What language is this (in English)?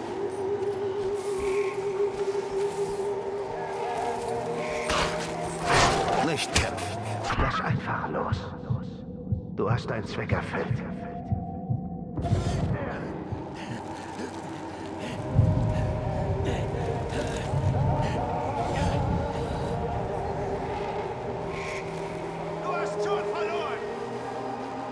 German